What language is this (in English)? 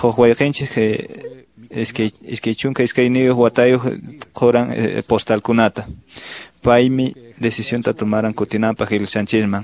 Quechua